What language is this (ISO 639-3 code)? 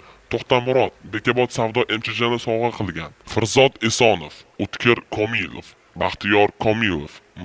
uzb